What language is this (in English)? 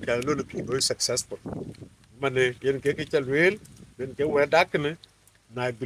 Dinka